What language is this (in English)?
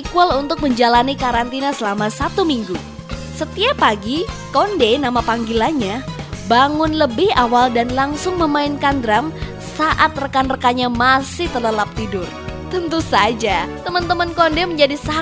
Indonesian